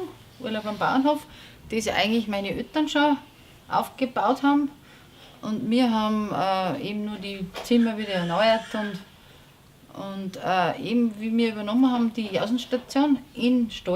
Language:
Bavarian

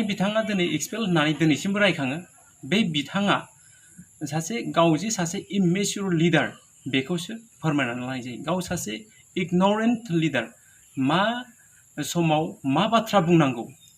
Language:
Bodo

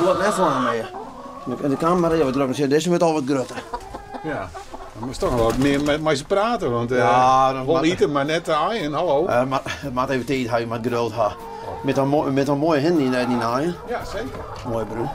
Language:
Western Frisian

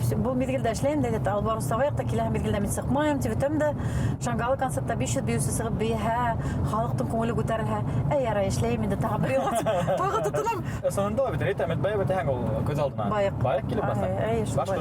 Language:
Bashkir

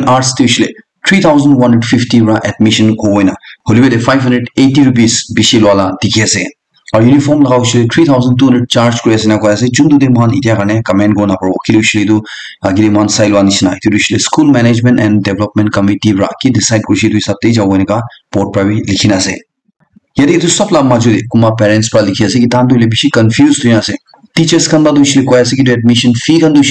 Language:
Naga Pidgin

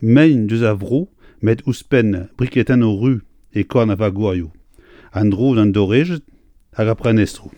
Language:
Breton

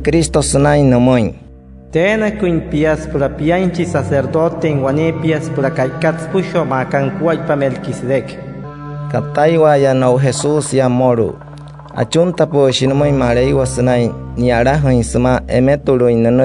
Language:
Wayuu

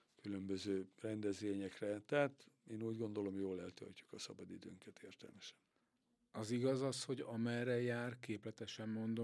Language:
Hungarian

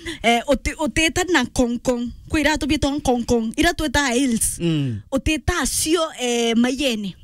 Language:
Meru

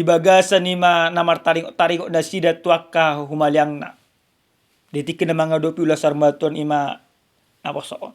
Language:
Batak Toba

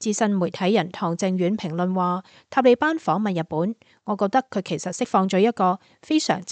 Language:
Cantonese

